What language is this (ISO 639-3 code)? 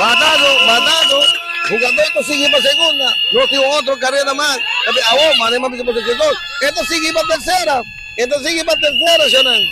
pap